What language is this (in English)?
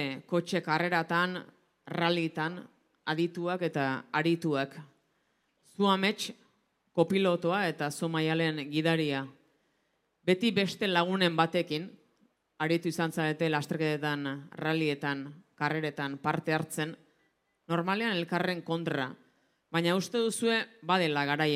Basque